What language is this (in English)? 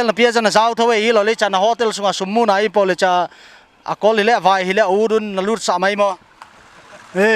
Paite Chin